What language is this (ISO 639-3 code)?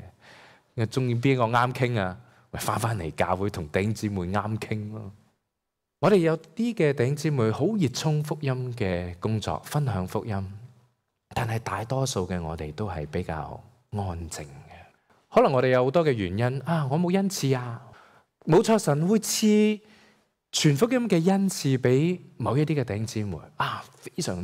yue